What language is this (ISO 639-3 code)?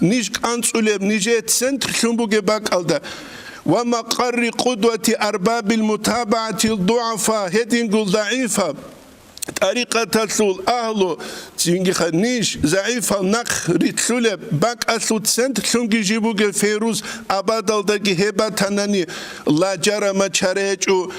ava